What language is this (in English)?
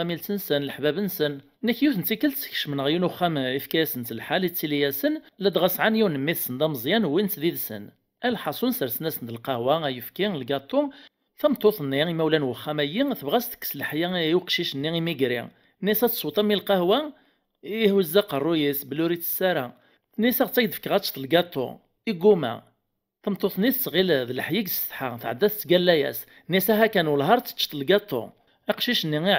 Kabyle